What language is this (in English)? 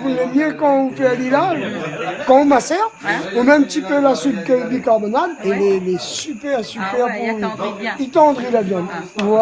Réunion Creole French